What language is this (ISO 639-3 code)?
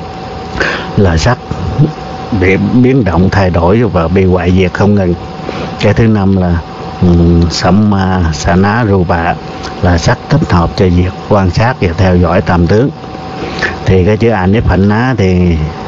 vie